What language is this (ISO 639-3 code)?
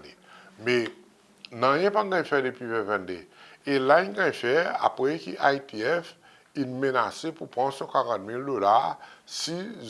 crs